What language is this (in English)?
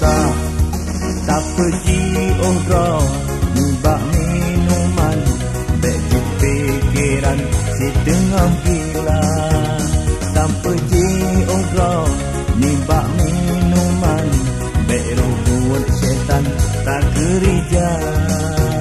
Achinese